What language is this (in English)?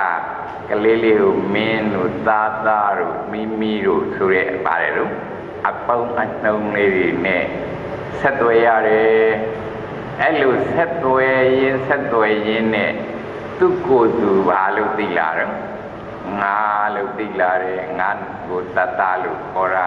Burmese